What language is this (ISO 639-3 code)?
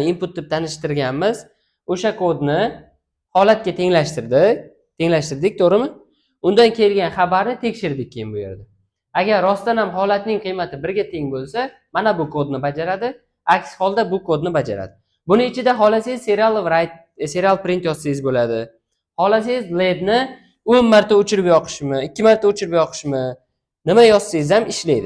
uzb